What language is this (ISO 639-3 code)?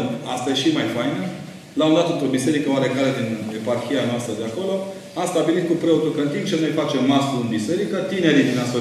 ron